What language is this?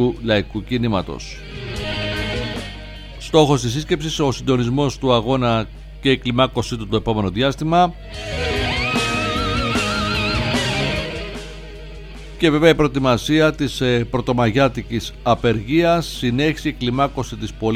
Greek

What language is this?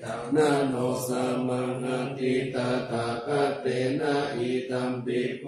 Pali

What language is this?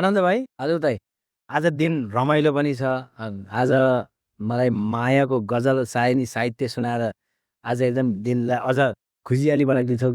Nepali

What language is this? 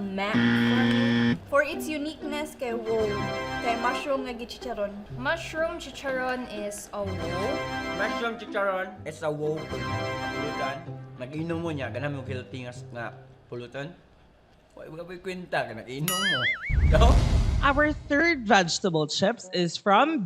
Cebuano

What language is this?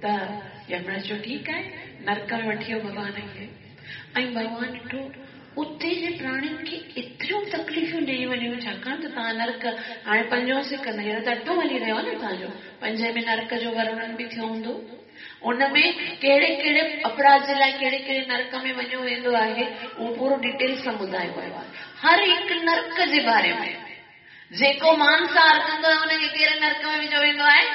Sindhi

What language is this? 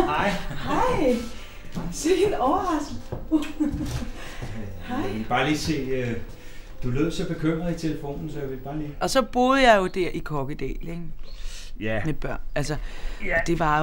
Danish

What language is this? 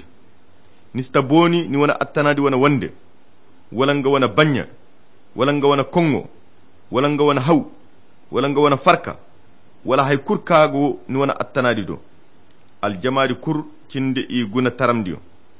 Koyra Chiini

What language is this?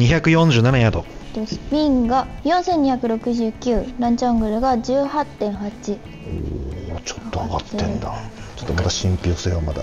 Japanese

